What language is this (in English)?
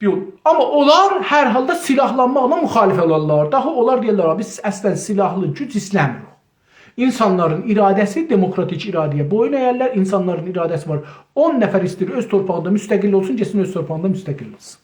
South Azerbaijani